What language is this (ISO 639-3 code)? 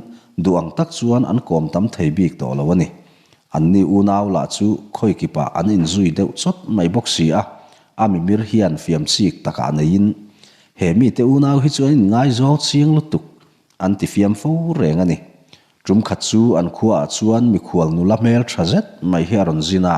lus